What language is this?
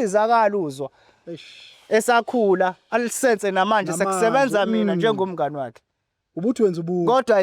Zulu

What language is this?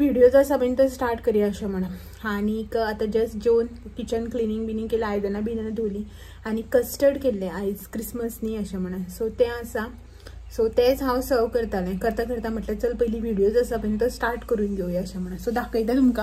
Konkani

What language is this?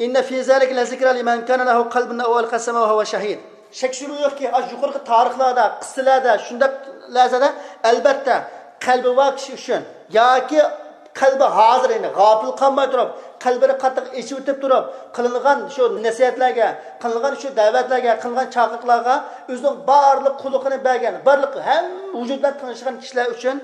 Uyghur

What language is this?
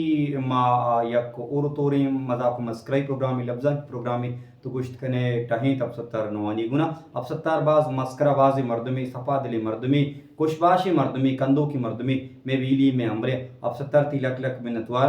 Baluchi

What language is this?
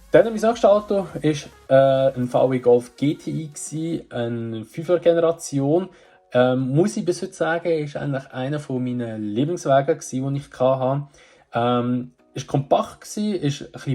Swiss German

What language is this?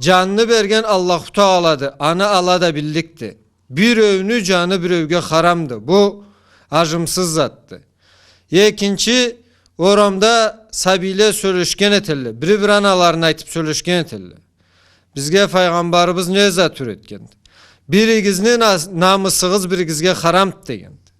Karachay-Balkar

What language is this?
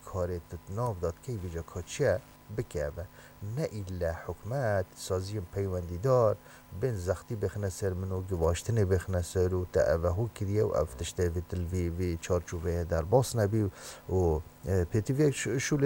Kurdish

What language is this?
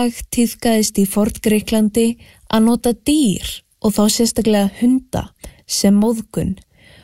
Icelandic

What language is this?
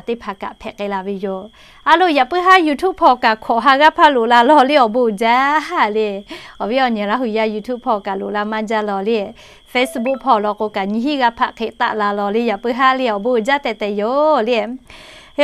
Lahu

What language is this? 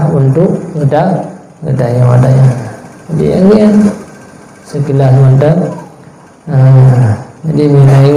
Achinese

